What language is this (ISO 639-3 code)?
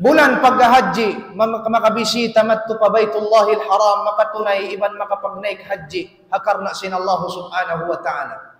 tsg